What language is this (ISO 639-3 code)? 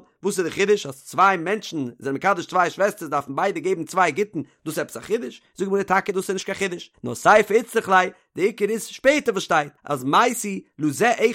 yid